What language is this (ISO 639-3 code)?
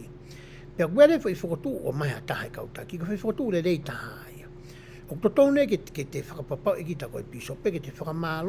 ton